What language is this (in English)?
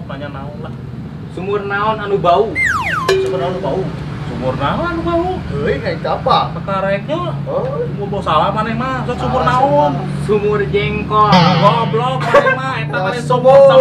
Sundanese